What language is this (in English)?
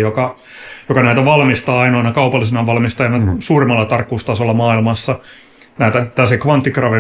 Finnish